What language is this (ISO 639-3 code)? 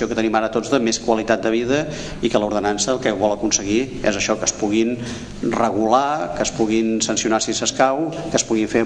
cat